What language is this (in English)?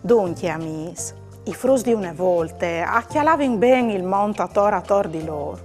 Friulian